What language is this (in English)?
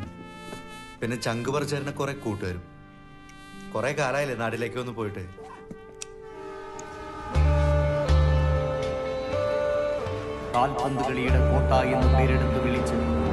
Malayalam